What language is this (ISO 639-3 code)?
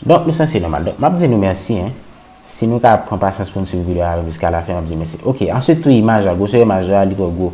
hat